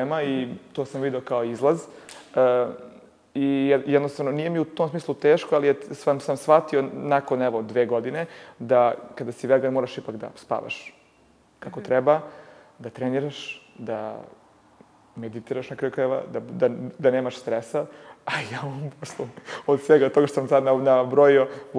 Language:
Serbian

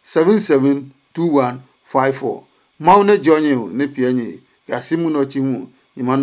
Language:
Adangme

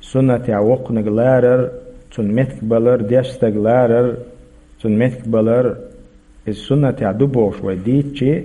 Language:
Chechen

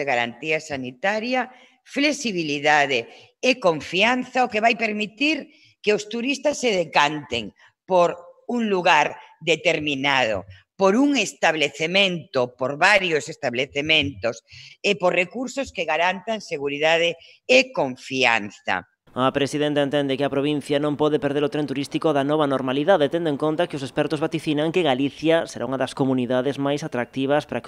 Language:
Galician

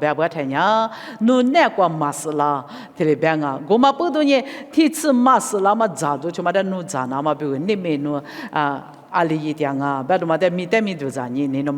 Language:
Lisu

